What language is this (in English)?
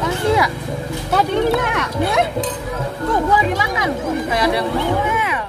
Betawi